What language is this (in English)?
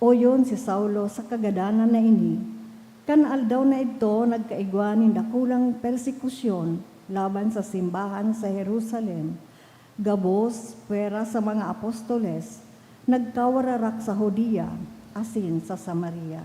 Bikol